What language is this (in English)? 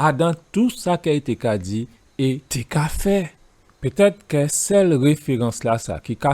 Guadeloupean Creole French